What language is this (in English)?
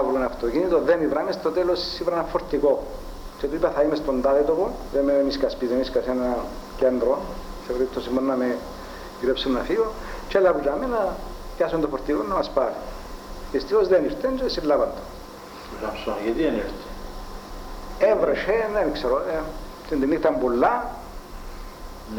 Greek